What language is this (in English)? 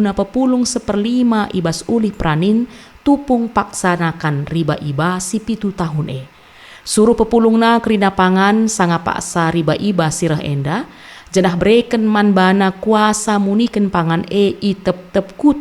Batak Karo